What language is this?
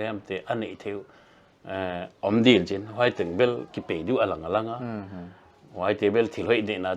Paite Chin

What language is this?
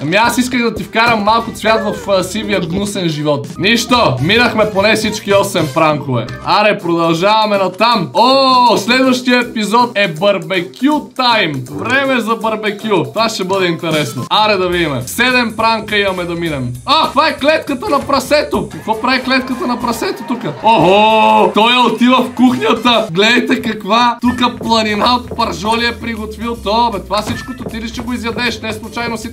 Bulgarian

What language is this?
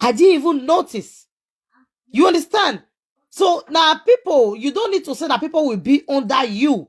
Nigerian Pidgin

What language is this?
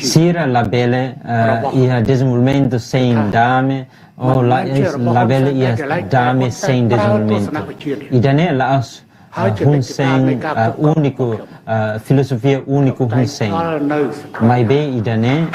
Tetum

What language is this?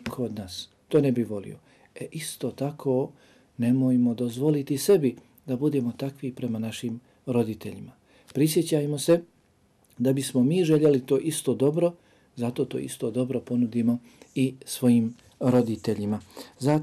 Bosnian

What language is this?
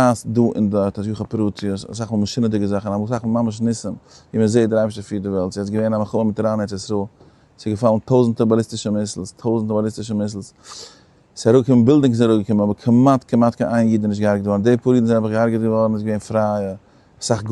Yiddish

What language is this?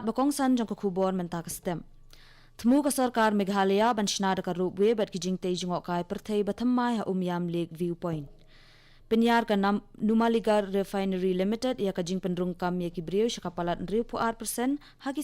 Khasi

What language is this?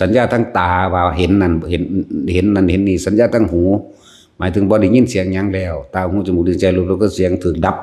Northeastern Thai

